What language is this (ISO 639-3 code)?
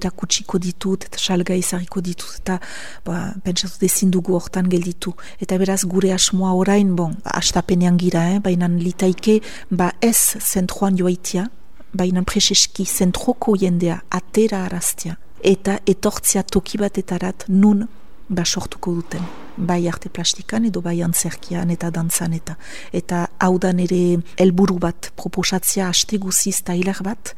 eus